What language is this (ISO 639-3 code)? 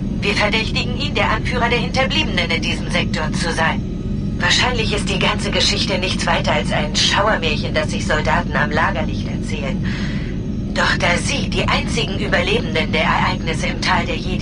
bar